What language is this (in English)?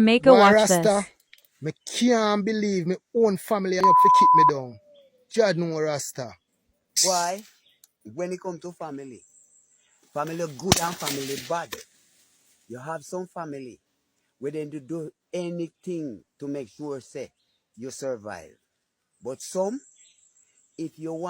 Jamaican Creole English